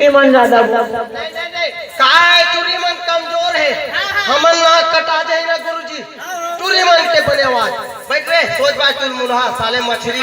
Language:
Chhattisgarhi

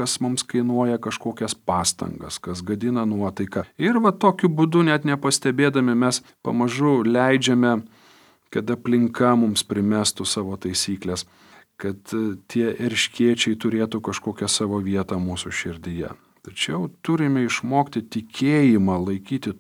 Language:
Lithuanian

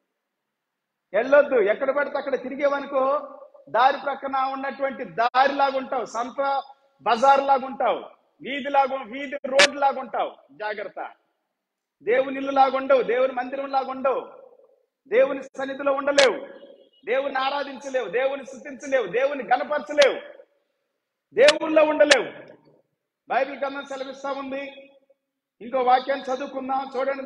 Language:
Telugu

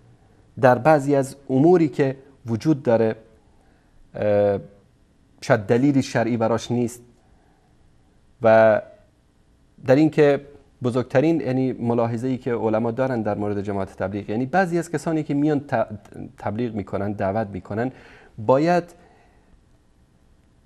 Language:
Persian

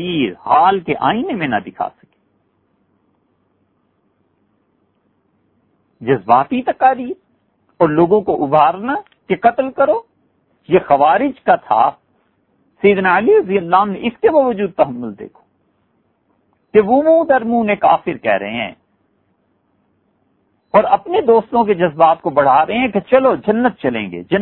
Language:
Urdu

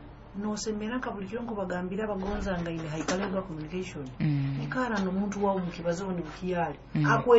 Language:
Nyoro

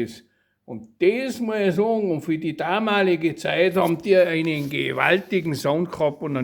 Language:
Bavarian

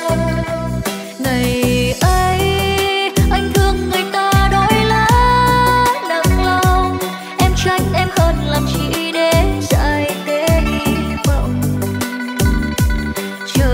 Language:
Vietnamese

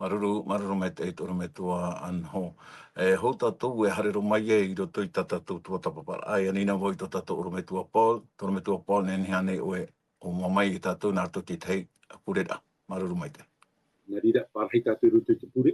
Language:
Tahitian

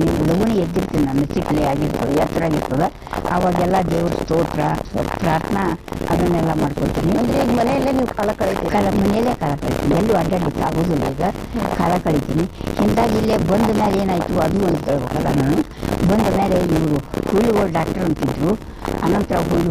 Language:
Kannada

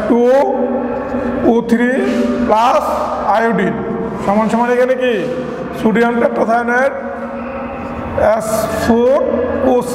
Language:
Bangla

